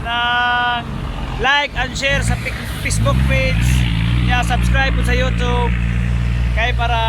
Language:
Cebuano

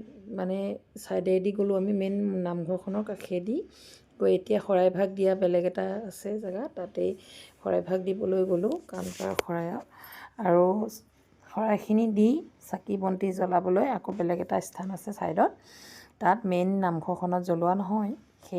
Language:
Assamese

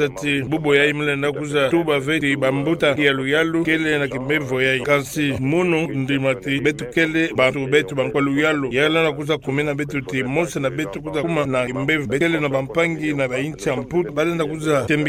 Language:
Kituba (Democratic Republic of Congo)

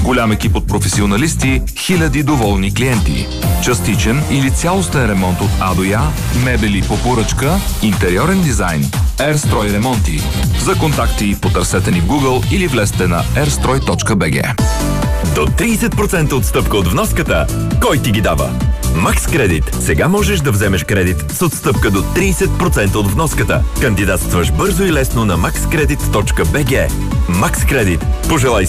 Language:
Bulgarian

